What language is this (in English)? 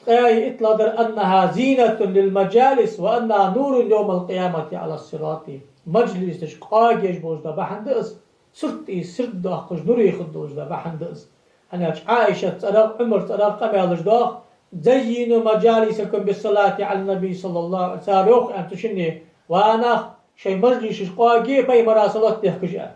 Ingush